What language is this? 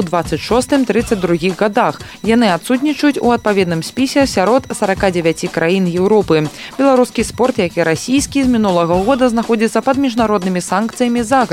Belarusian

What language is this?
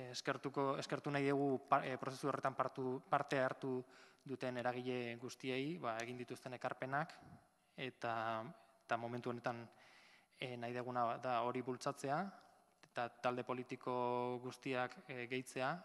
Basque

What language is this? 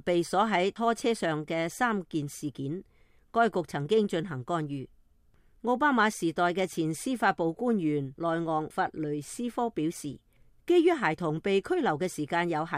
Cantonese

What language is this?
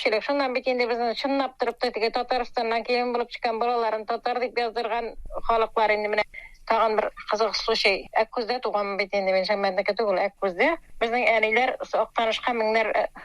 Tatar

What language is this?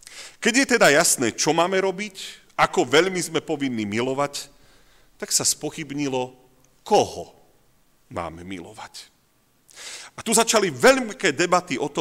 Slovak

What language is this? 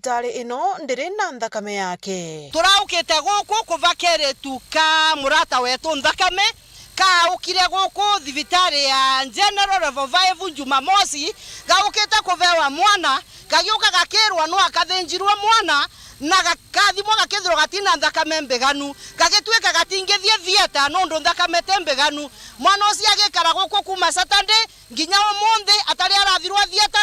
Meru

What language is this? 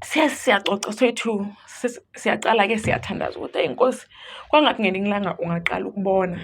Zulu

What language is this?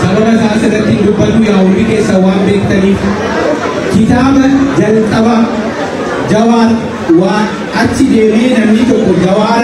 Oromo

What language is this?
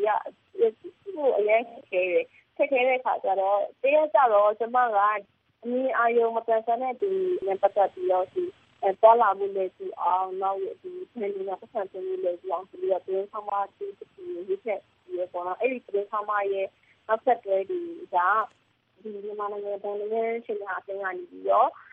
Burmese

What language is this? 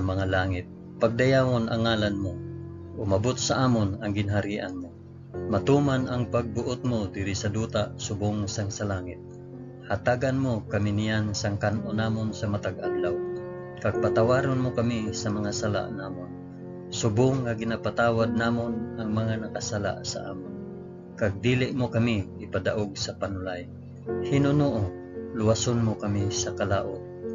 Hiligaynon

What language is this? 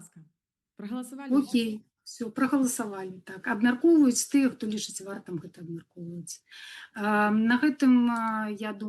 Belarusian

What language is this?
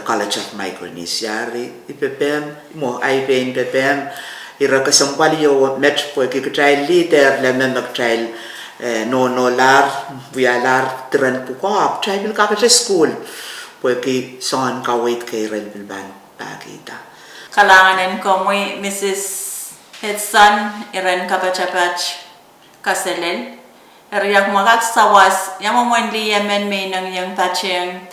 Pohnpeian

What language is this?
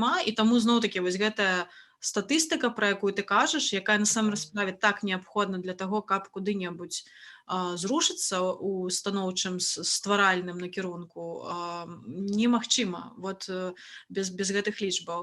Belarusian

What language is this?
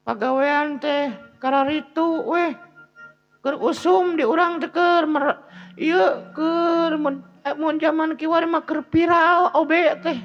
Sundanese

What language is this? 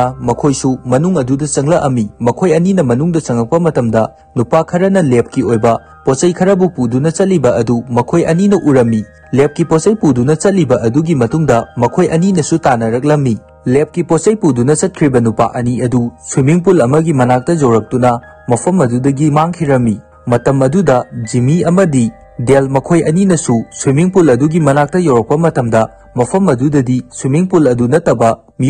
Manipuri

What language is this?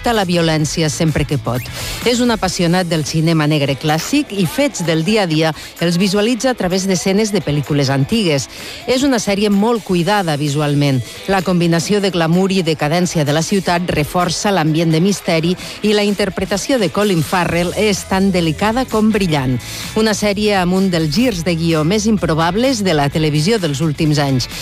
Catalan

